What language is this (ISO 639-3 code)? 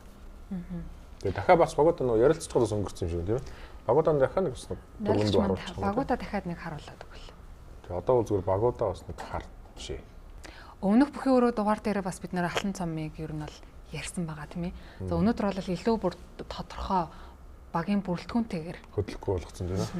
mon